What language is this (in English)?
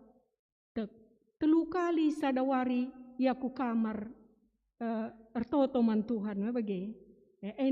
Batak Karo